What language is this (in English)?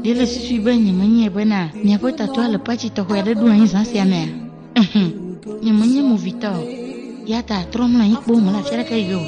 Ewe